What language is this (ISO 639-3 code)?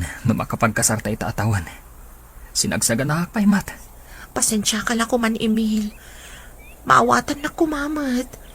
ilo